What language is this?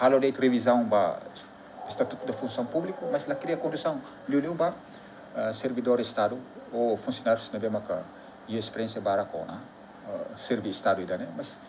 Tetum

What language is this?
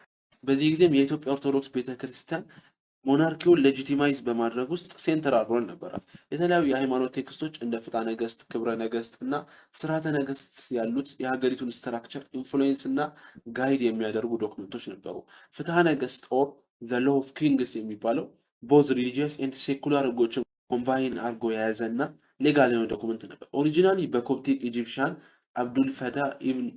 Amharic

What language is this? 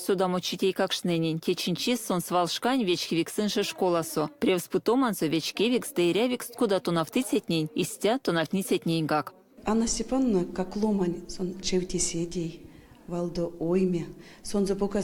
Erzya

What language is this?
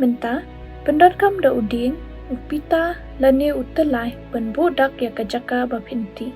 Khasi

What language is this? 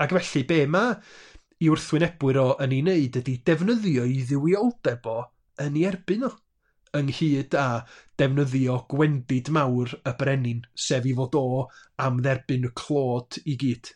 Welsh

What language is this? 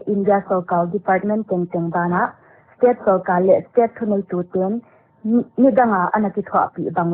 Paite Chin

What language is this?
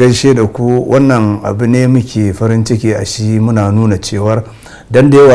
Hausa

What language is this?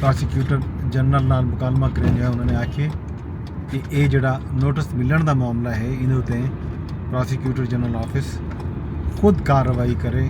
Saraiki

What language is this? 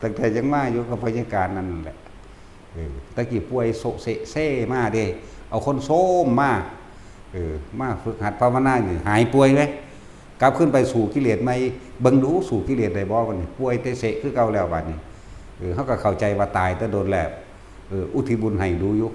Northeastern Thai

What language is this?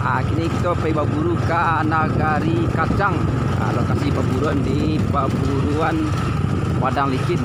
Minangkabau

